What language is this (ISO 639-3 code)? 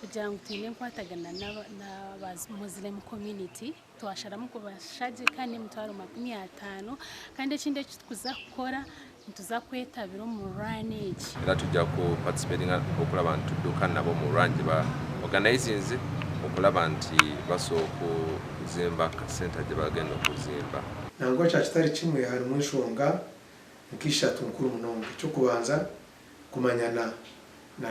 nyn